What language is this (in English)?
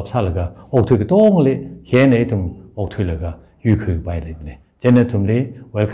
Tangkhul Naga (India)